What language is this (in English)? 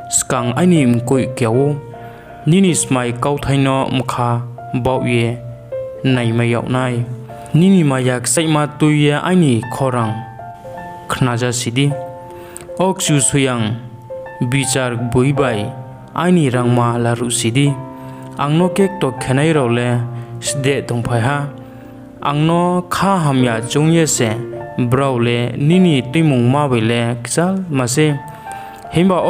Riang (India)